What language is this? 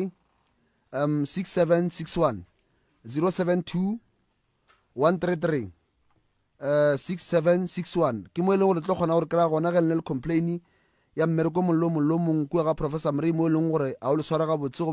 Northern Sotho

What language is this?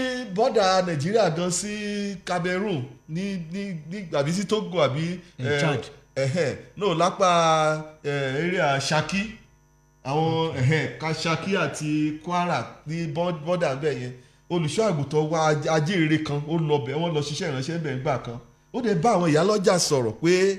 Yoruba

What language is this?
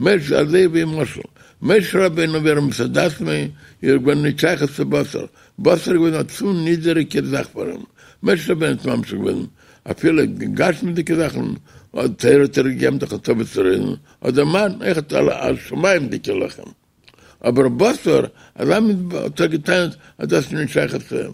Yiddish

